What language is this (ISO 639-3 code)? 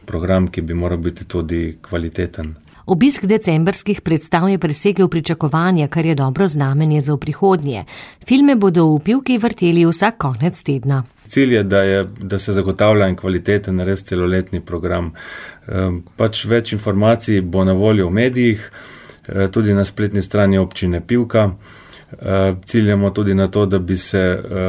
slv